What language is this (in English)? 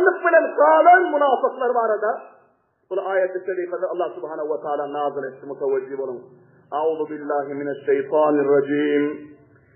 Turkmen